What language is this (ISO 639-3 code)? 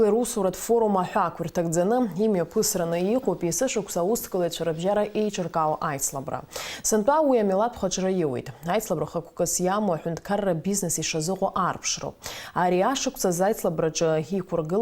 abk